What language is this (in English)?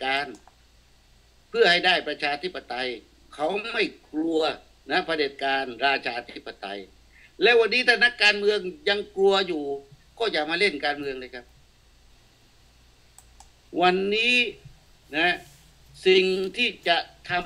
Thai